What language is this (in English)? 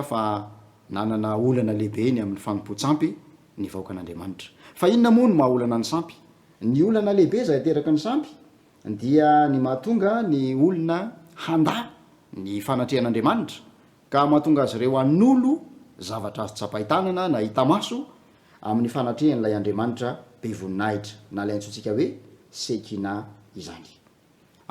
Malagasy